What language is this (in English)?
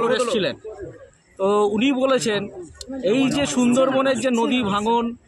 Bangla